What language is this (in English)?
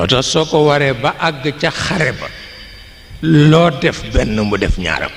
Wolof